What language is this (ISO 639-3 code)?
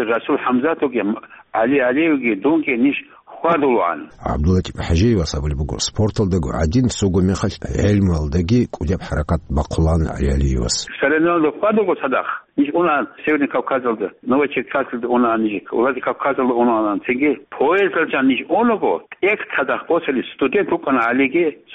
ava